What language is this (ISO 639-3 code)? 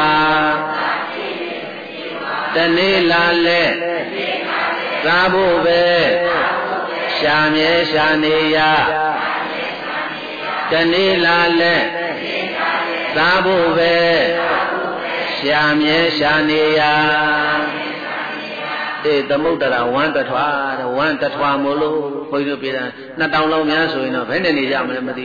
mya